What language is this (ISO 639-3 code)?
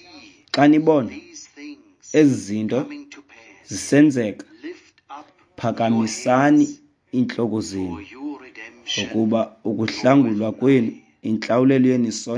xho